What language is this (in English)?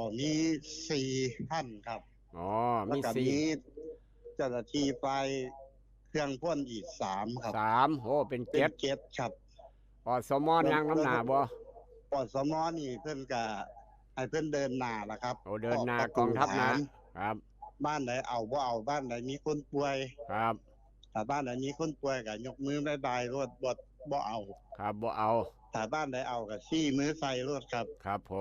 Northeastern Thai